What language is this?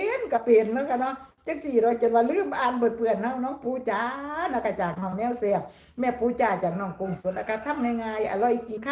Northeastern Thai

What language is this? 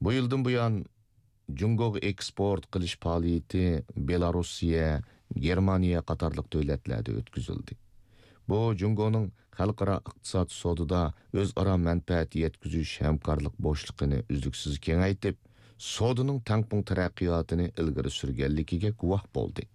Uyghur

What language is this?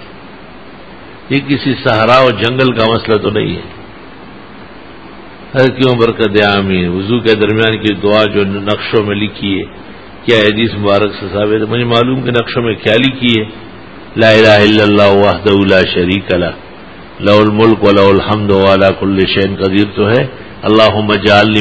Urdu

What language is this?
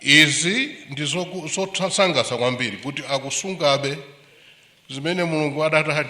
Nyanja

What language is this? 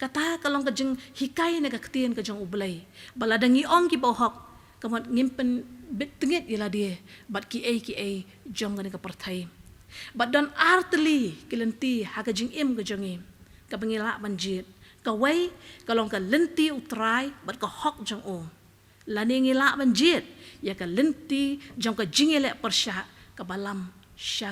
Khasi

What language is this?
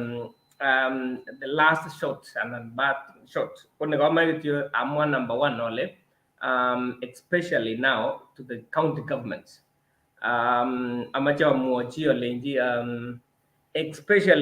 Kalenjin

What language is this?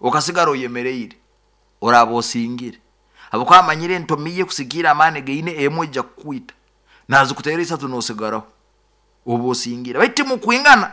Nyoro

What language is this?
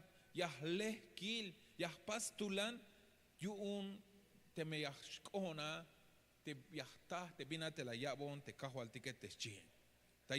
Tzeltal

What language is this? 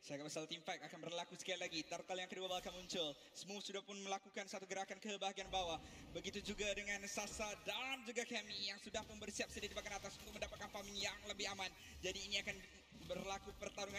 Malay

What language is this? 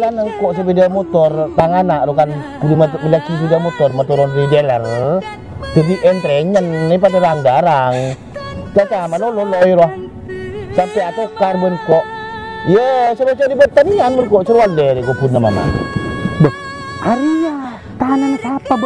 Madurese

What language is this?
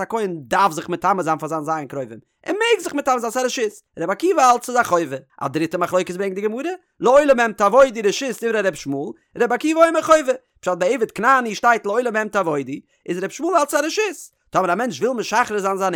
Yiddish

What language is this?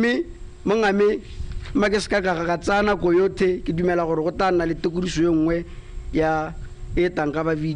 Tswana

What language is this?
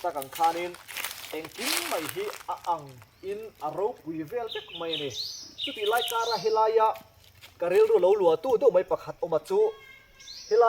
Mizo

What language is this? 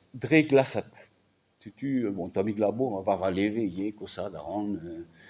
Breton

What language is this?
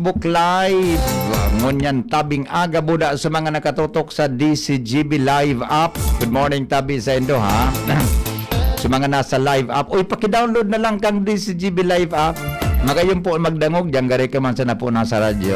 Bikol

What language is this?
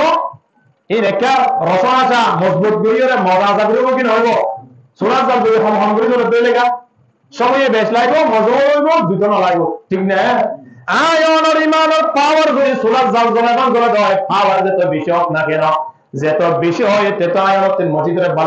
Rohingya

